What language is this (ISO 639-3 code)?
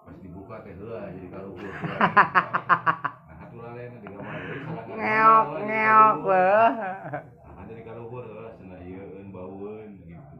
sun